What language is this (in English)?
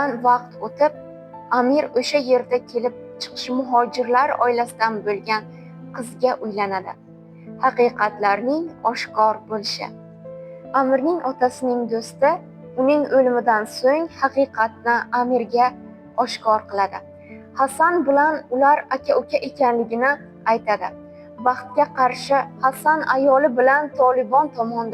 Uzbek